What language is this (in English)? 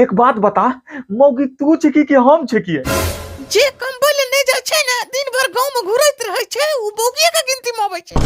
Angika